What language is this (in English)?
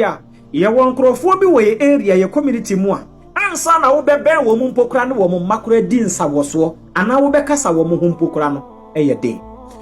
Akan